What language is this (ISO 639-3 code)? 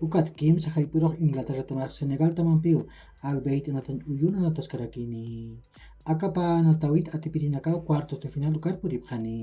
aym